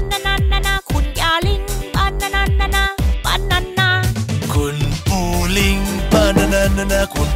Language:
Thai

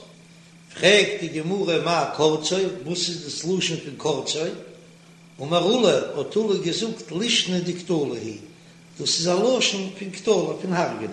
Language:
Yiddish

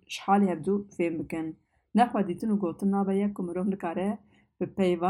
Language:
Kurdish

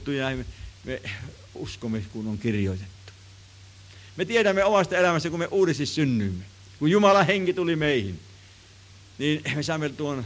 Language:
Finnish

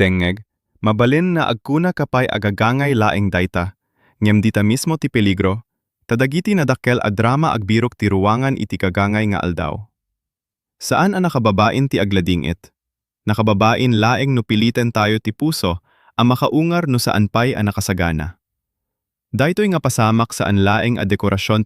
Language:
Iloko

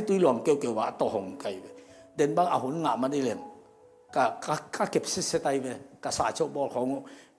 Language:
Tedim Chin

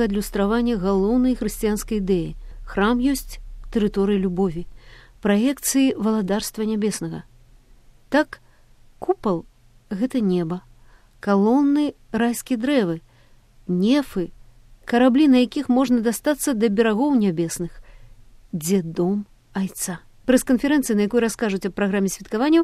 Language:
Belarusian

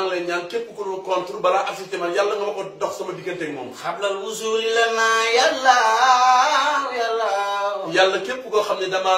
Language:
Wolof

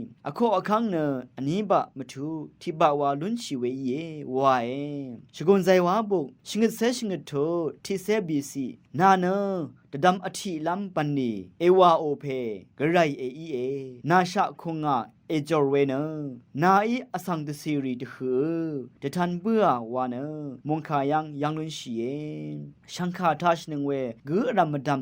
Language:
Rawang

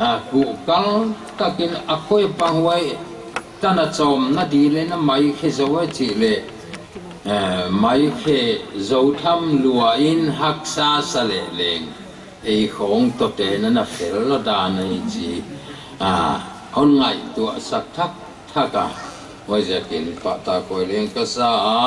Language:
Paite Chin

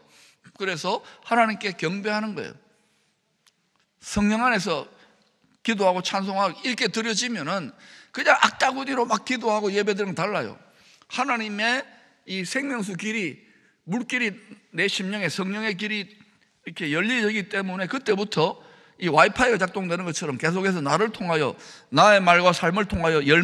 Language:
Korean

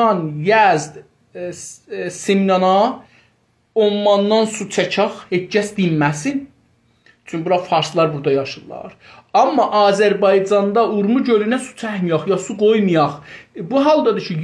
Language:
South Azerbaijani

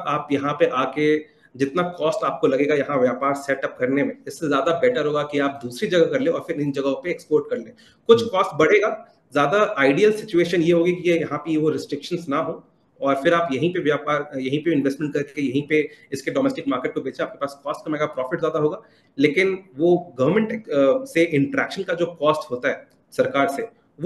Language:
Hindi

